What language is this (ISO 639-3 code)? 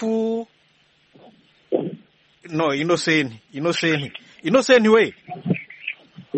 kin